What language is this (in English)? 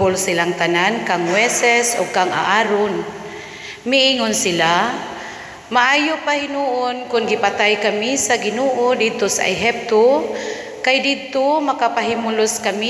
Cebuano